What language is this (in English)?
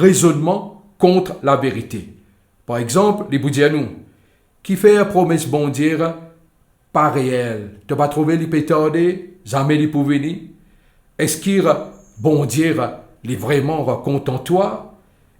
Morisyen